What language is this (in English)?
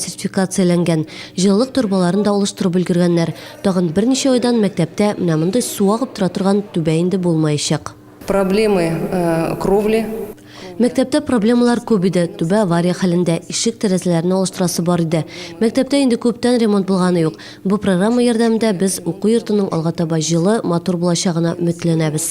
Tatar